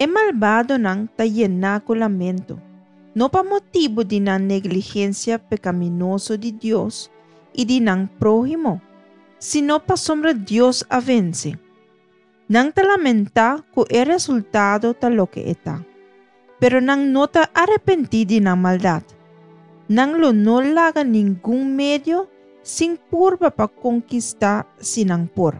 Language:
Papiamento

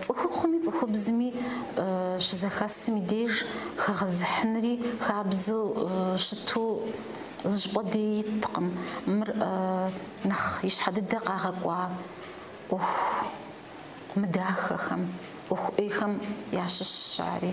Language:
Kabardian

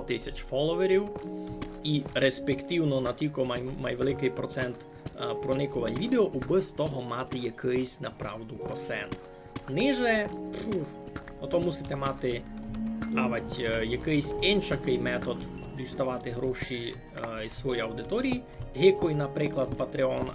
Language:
Rusyn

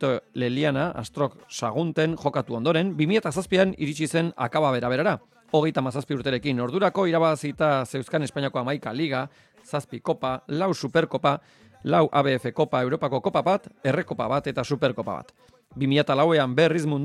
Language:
Basque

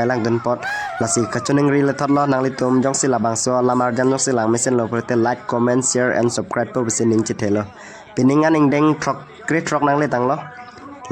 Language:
Karbi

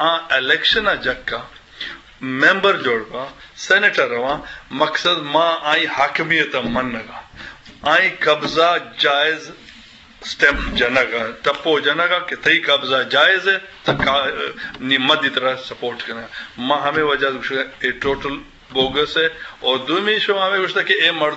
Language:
Eastern Balochi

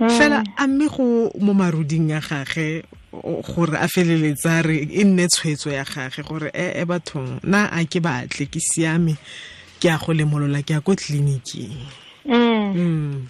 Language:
Tswana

